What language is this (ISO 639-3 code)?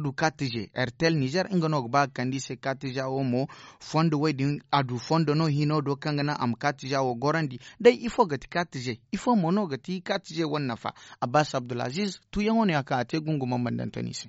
dje